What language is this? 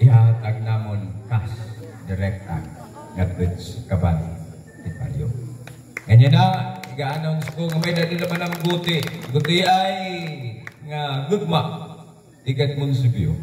Waray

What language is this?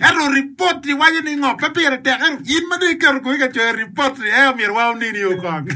Acoli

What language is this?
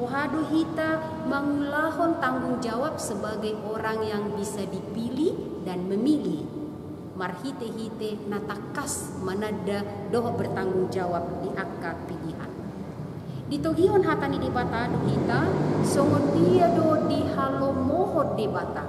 Batak Toba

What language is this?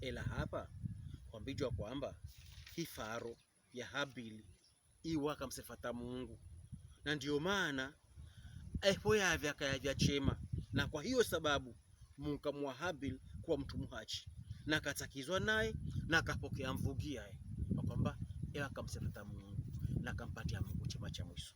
Pokomo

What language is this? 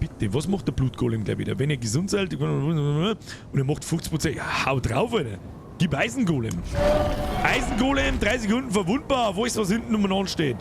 Bavarian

